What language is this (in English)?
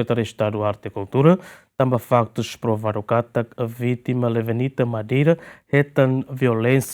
Tetum